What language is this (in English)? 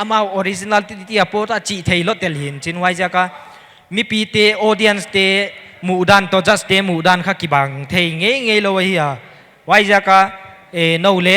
Paite Chin